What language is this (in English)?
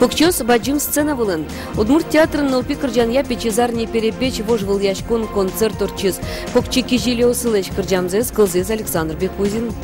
Udmurt